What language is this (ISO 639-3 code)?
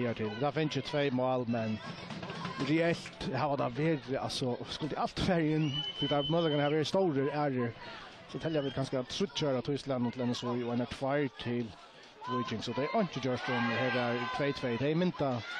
fao